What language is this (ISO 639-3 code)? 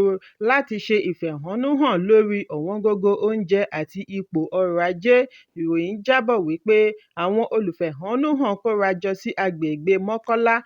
yor